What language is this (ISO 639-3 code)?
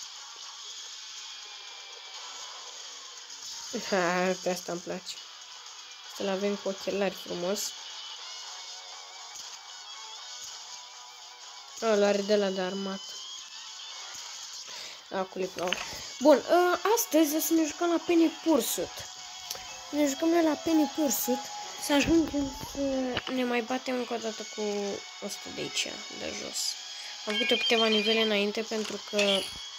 ron